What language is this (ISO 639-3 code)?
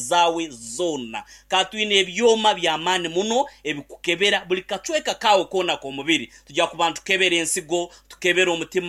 nyn